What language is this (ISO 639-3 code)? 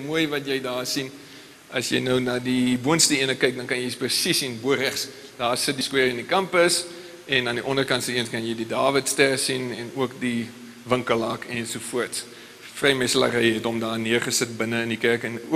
afr